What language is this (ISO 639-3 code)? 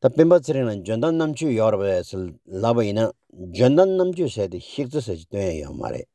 bod